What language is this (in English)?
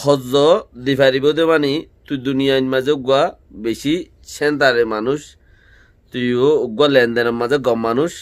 Rohingya